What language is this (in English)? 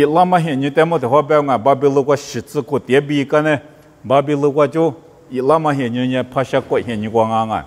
Lisu